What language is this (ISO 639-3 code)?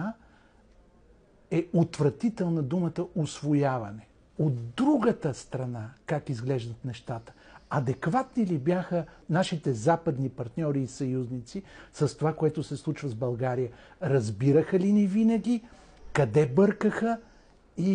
bul